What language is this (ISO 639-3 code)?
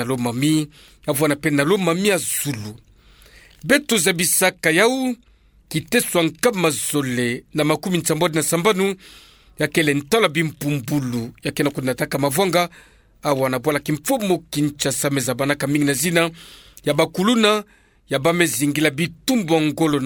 ktu